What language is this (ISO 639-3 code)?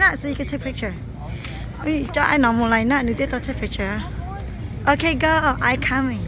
hmn